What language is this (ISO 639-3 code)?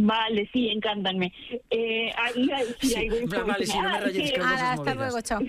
glg